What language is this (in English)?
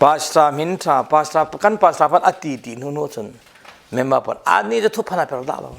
Falam Chin